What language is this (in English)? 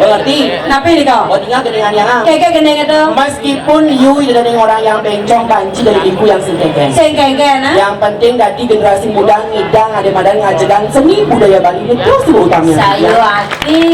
Balinese